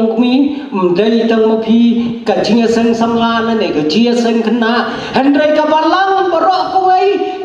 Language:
Khasi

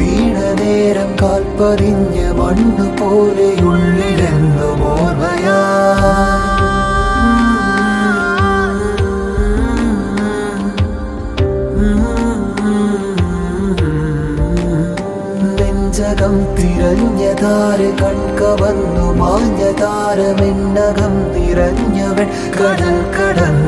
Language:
Malayalam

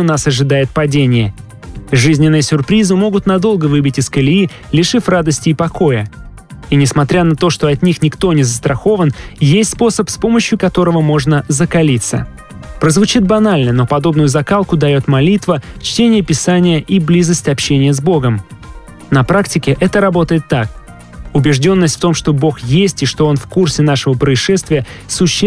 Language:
Russian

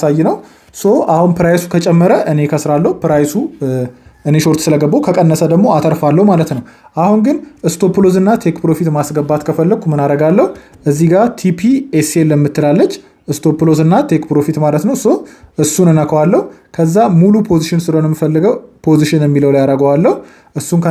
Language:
Amharic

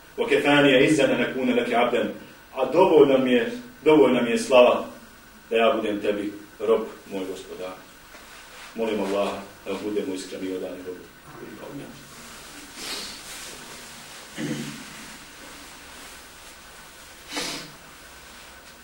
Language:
Bosnian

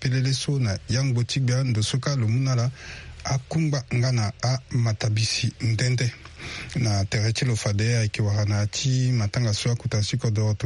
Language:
Sango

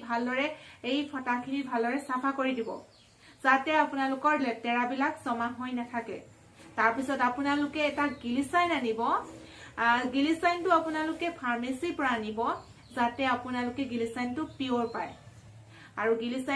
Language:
Assamese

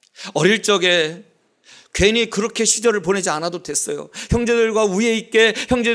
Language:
Korean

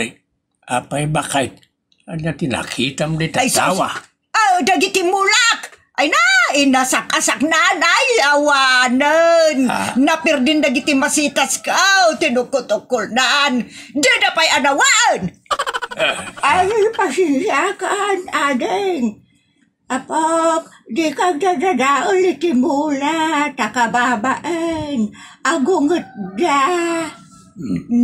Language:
Iloko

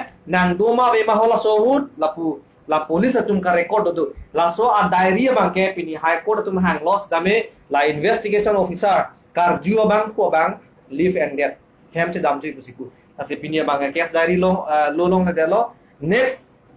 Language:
Karbi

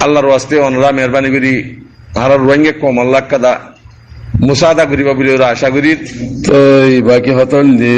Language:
Rohingya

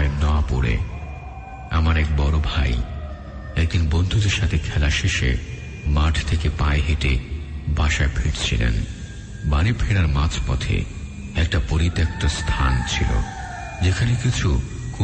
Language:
Bangla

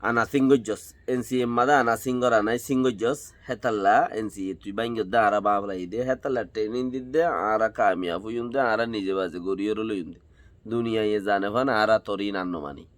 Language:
Rohingya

